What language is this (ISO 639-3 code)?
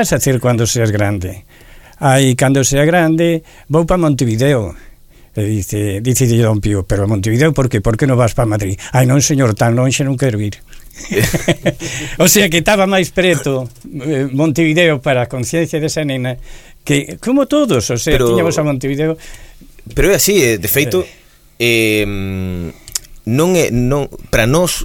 glg